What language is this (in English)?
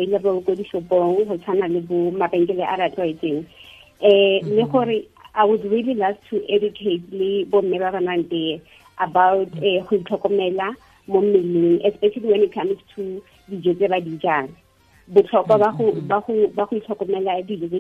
Tswana